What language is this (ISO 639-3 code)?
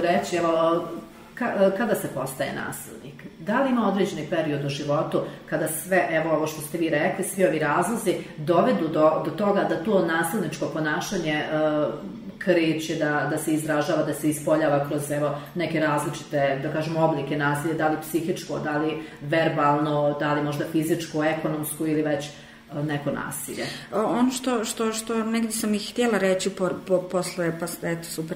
srp